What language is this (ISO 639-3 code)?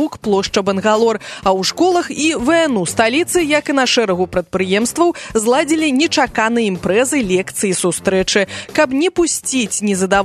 bel